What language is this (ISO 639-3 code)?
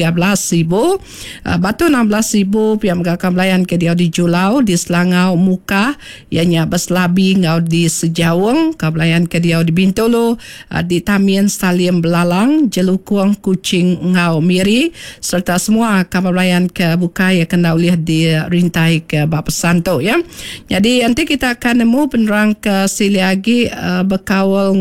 iba